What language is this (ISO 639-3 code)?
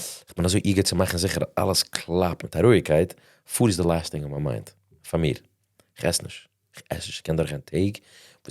yid